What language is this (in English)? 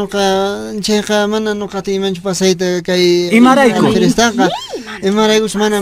Quechua